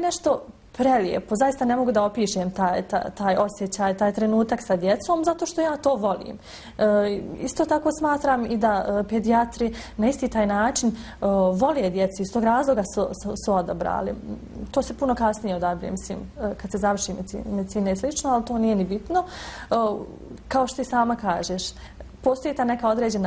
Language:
Bosnian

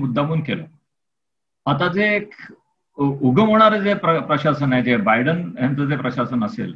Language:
Marathi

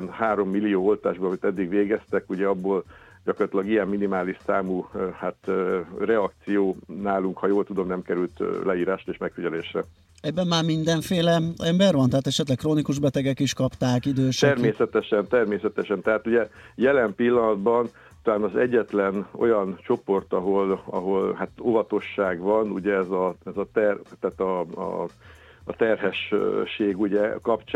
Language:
Hungarian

